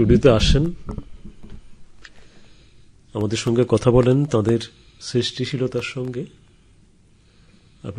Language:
Bangla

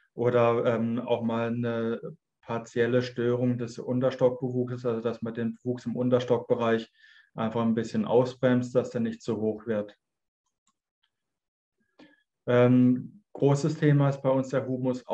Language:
German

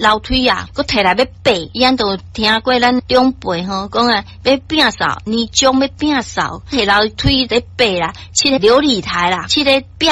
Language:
Min Nan Chinese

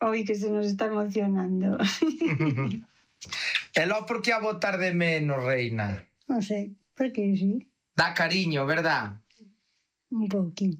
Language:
Galician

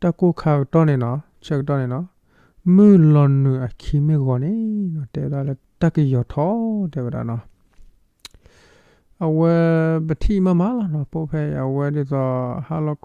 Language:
S'gaw Karen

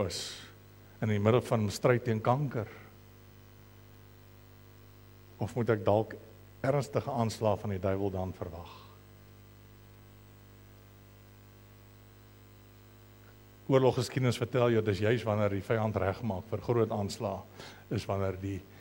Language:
Afrikaans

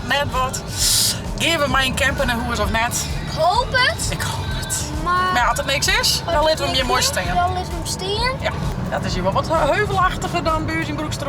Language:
Western Frisian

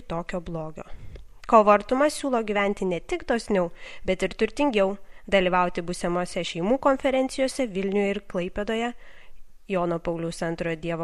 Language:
Lithuanian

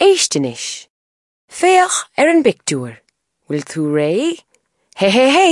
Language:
Irish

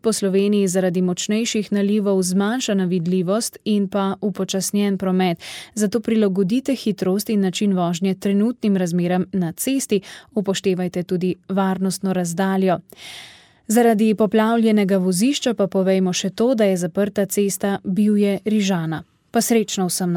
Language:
Slovenian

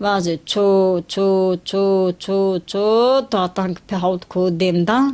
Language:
Zaza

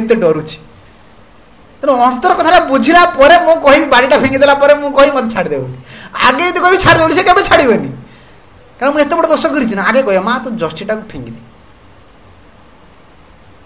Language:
Odia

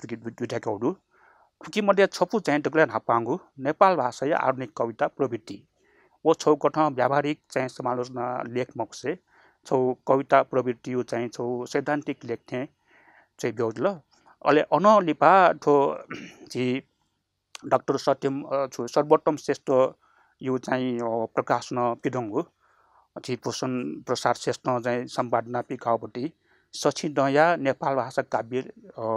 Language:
Newari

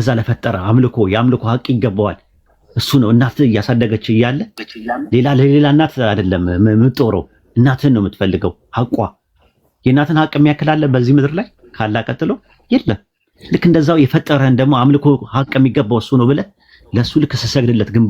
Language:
Amharic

